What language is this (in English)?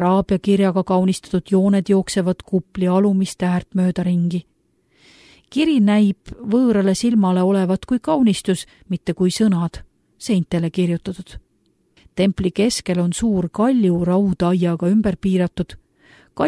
Estonian